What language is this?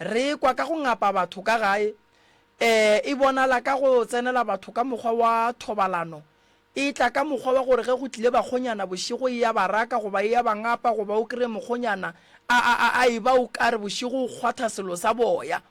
Northern Sotho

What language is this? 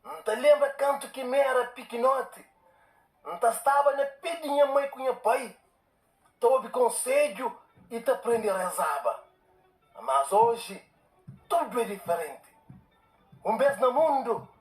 Kabuverdianu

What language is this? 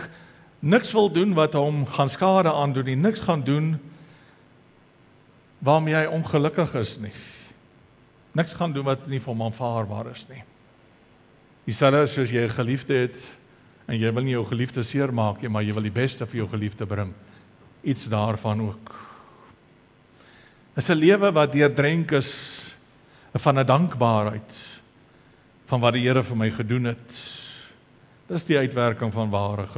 Afrikaans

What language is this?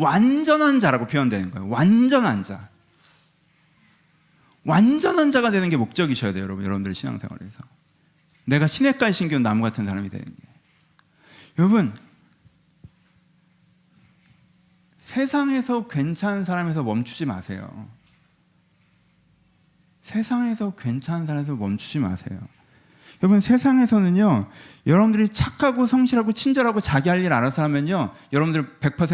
Korean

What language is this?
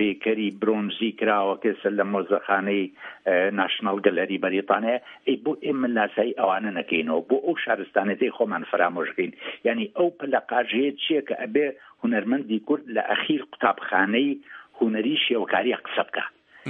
Central Kurdish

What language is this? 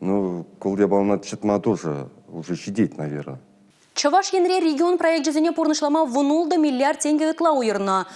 Chuvash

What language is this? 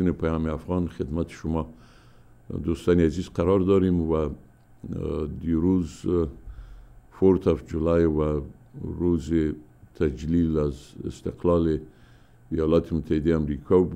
Persian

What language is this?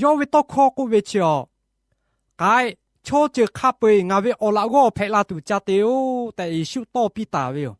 Lahu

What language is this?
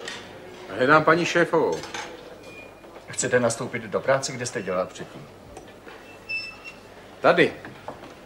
Czech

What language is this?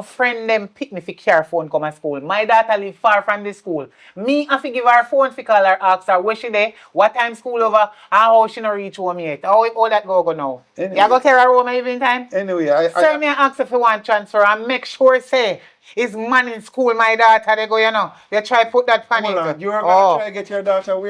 Jamaican Creole English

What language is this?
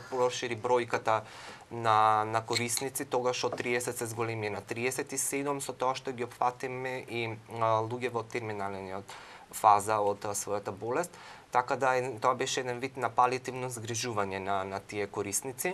Macedonian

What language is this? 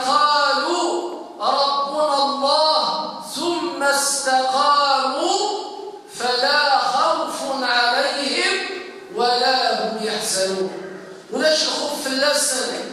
Kabyle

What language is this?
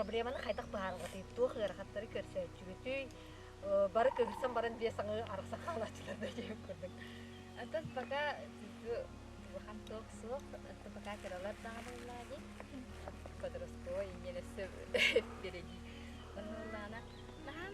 Yakut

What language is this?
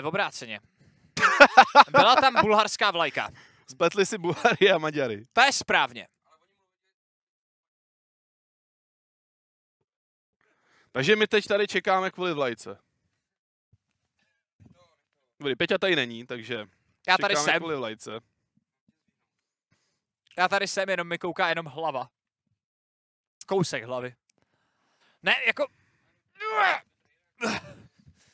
Czech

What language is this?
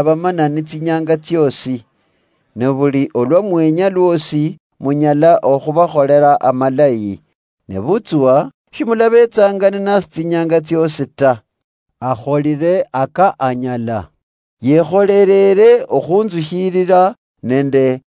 Luyia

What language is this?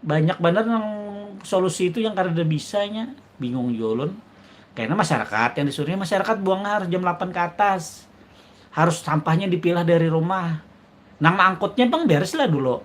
Banjar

